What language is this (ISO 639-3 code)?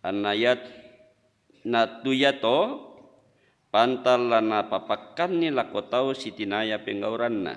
sda